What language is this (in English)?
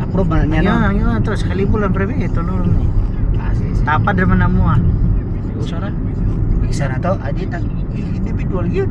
Cebuano